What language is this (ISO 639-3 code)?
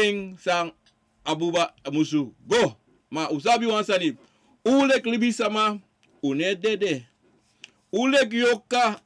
srn